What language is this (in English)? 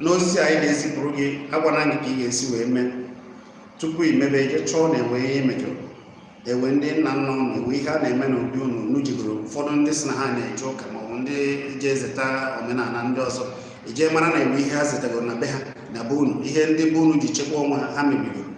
Igbo